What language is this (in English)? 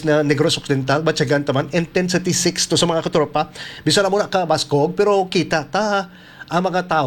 Hiligaynon